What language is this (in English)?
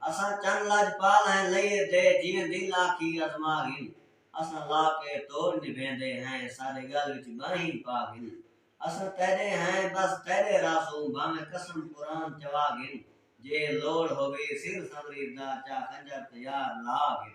Saraiki